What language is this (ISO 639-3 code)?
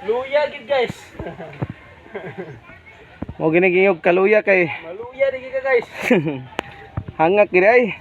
ceb